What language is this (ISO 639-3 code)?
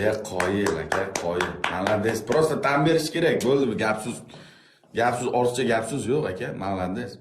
uzb